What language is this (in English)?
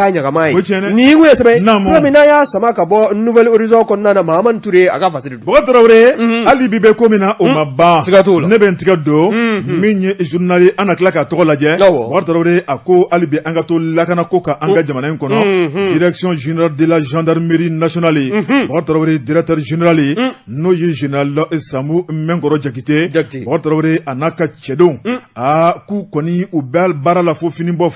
Bambara